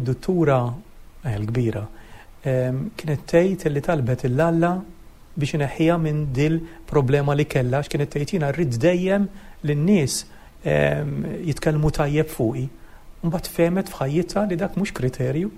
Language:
Maltese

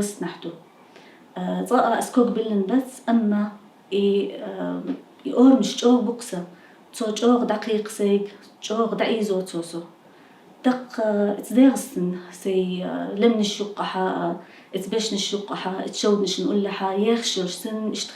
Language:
Chechen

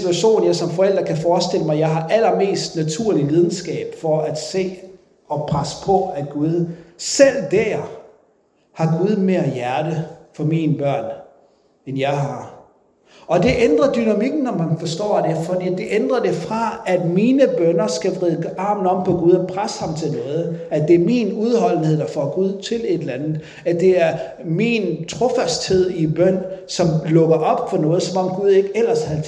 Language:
Danish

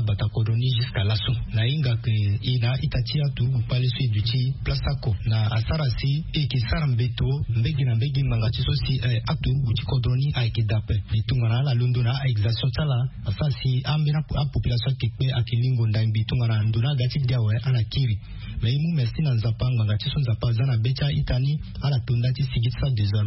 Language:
Sango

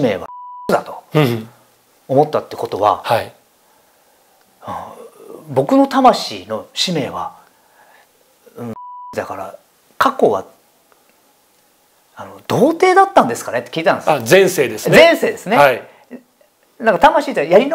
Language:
Japanese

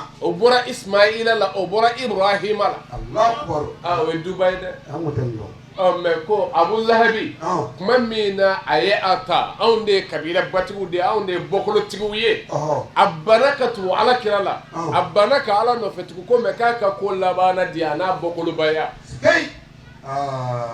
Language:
Bambara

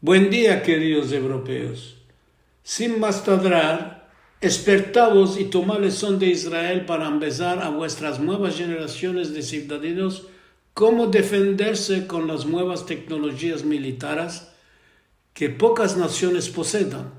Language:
Ladino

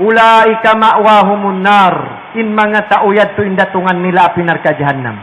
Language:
Tausug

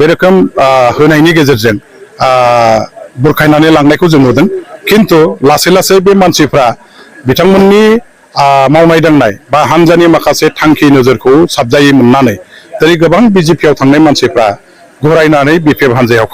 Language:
Bodo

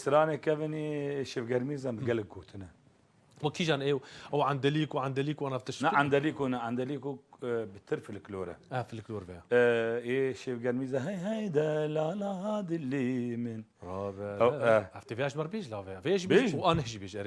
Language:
Kurdish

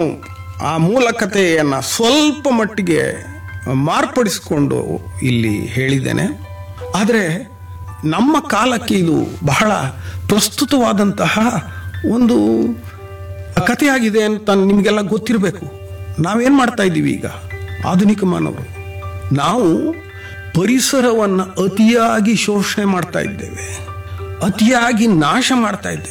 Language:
Kannada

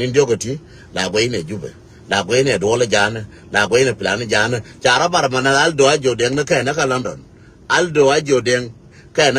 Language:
Nuer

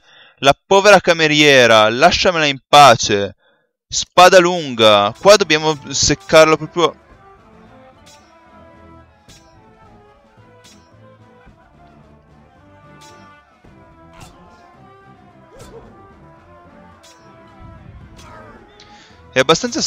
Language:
Italian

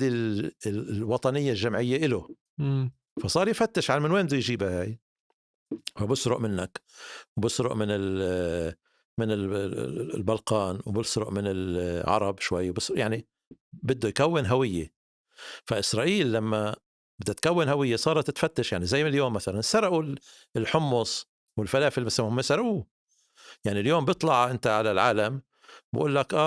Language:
North Levantine Arabic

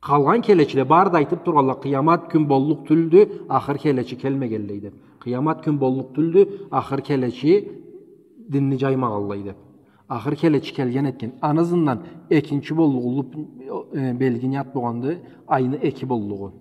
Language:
Karachay-Balkar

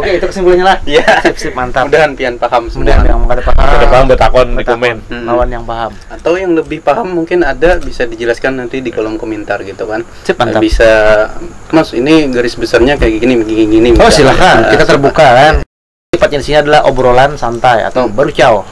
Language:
Banjar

